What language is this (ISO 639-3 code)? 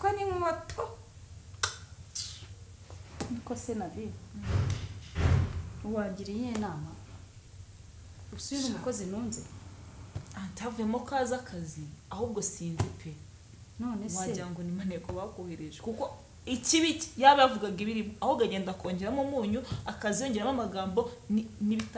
kin